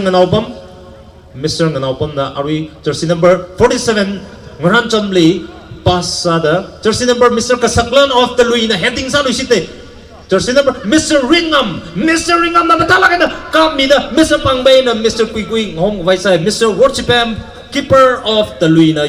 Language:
Tangkhul Naga (India)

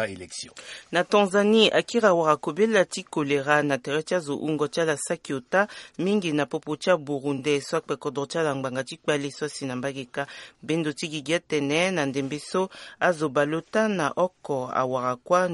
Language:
Sango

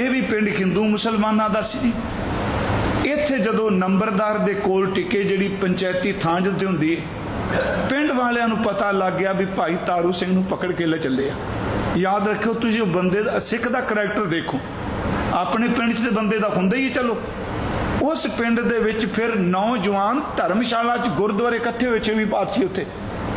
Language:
Punjabi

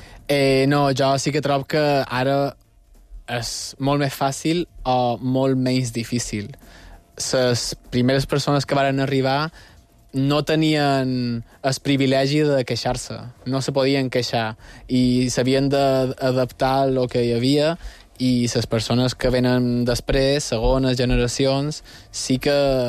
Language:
Catalan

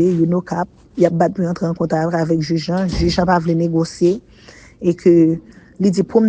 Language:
Haitian Creole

